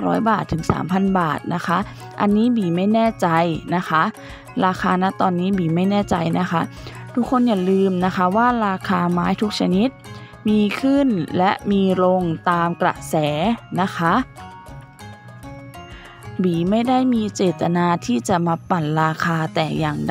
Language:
Thai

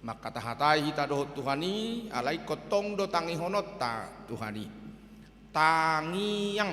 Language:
Batak Toba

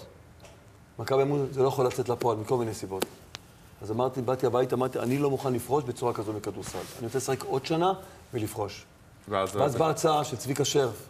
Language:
Hebrew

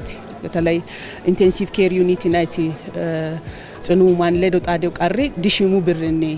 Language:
Sidamo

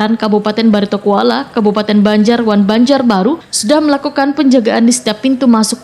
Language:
Banjar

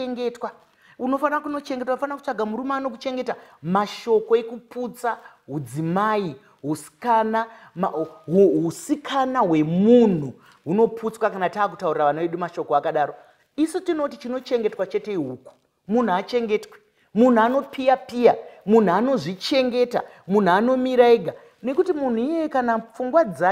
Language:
Shona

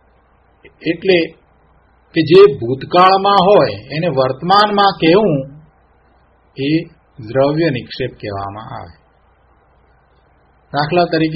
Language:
Gujarati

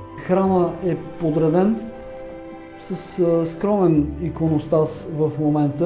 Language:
Bulgarian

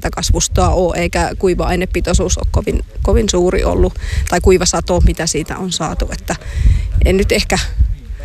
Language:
Finnish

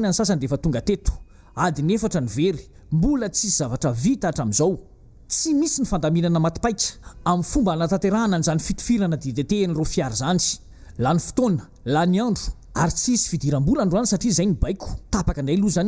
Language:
Malagasy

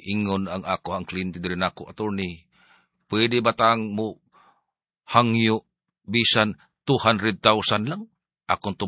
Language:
Cebuano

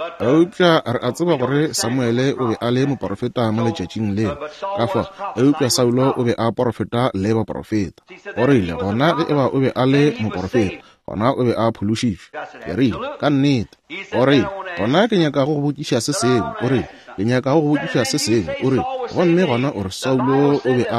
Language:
Northern Sotho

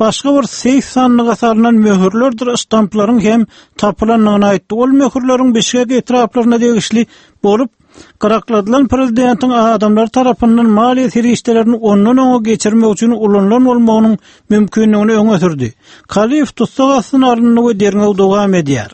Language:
Turkmen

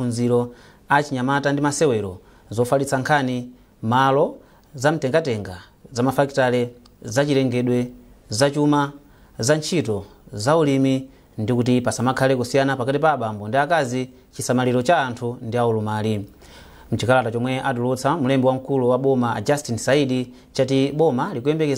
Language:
Nyanja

